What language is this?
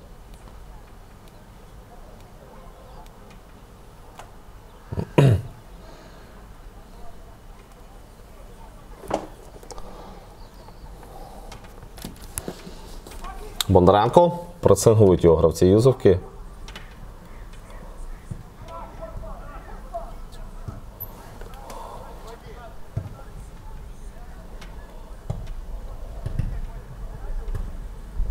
Ukrainian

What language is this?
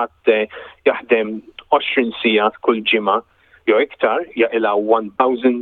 Maltese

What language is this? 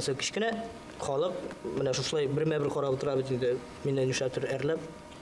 Bashkir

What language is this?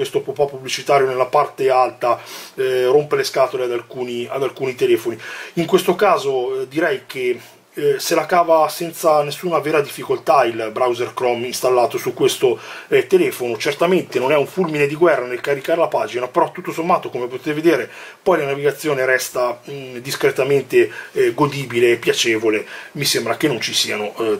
Italian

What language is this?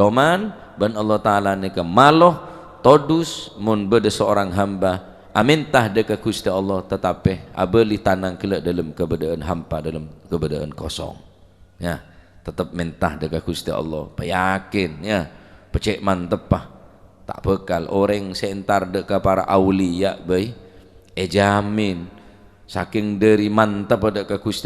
Madurese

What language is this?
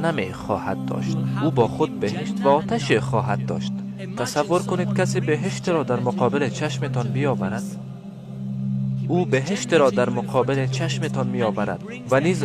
Tajik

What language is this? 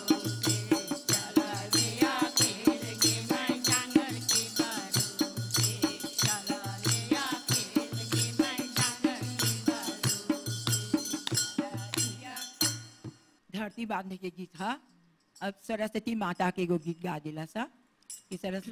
Bhojpuri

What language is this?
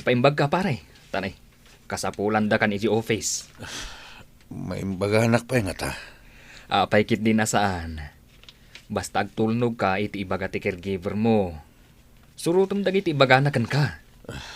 Iloko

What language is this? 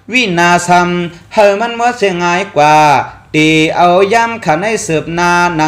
Shan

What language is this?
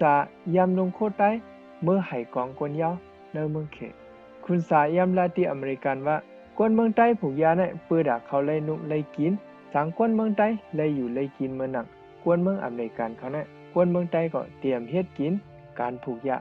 Shan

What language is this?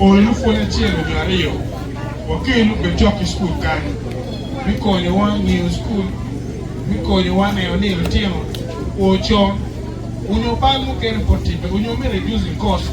Acoli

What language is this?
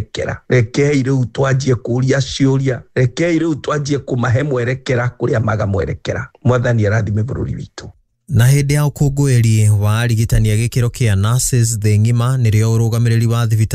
Kikuyu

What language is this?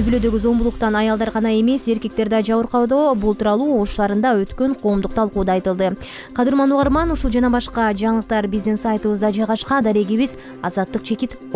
Kyrgyz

